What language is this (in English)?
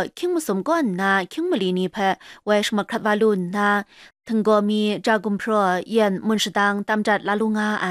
Kachin